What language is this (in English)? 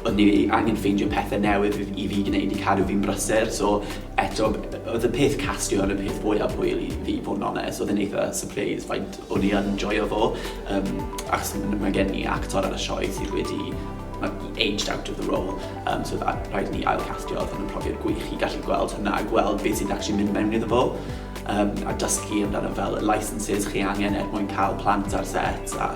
Welsh